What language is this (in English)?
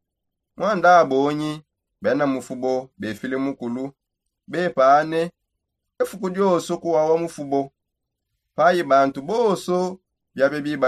Songe